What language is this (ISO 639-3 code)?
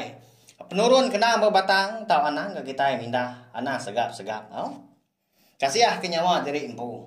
iba